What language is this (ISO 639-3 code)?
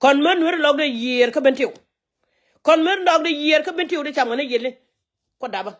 nus